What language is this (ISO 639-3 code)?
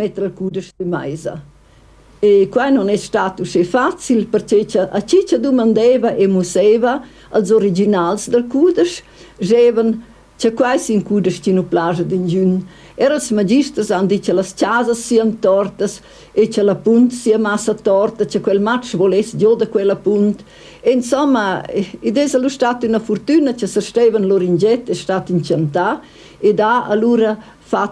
roh